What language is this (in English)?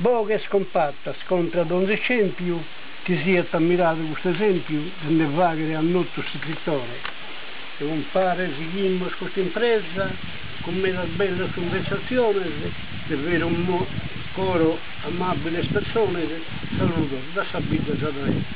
Sardinian